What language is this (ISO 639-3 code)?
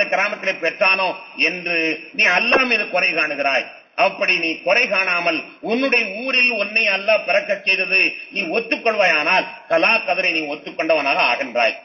tam